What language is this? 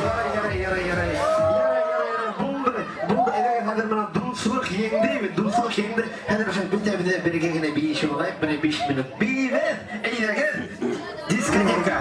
Bashkir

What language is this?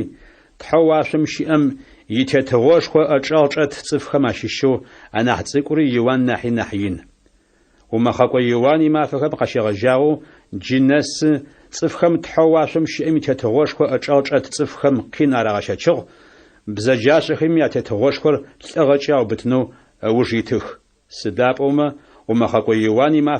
Adyghe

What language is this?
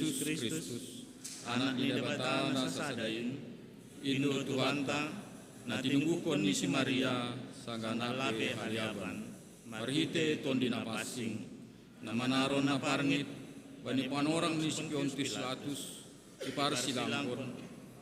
Batak Simalungun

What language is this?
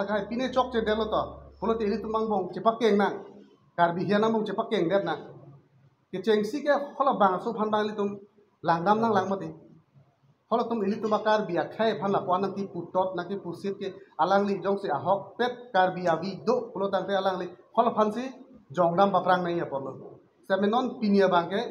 Karbi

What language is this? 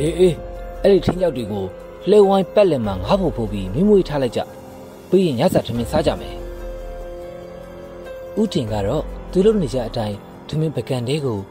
Burmese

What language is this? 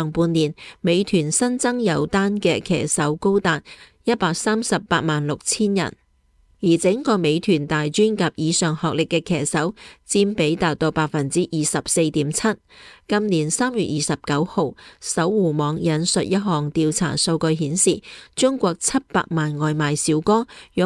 Cantonese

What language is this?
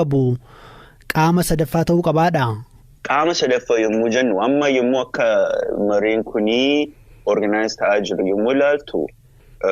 Oromo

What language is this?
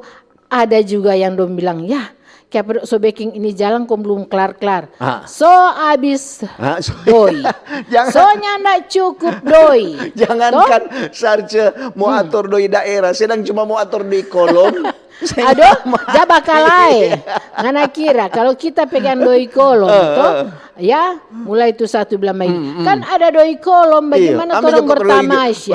Manado Malay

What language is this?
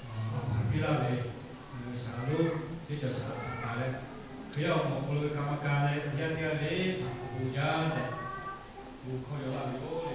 Lahu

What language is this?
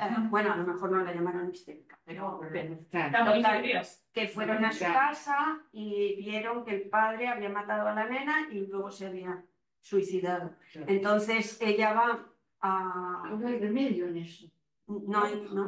Spanish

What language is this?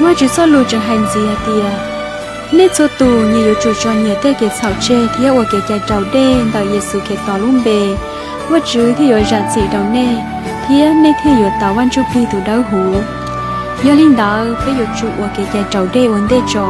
Hmong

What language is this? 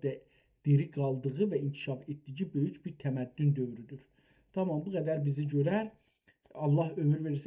South Azerbaijani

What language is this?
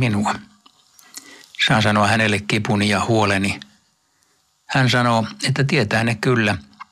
Finnish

